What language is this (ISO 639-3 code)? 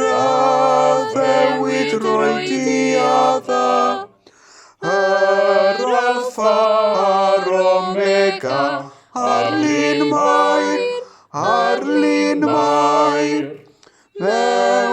cym